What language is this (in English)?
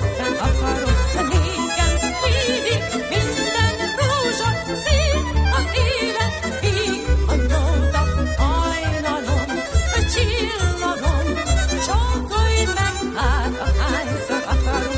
Hungarian